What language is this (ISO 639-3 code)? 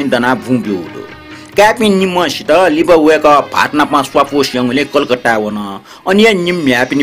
new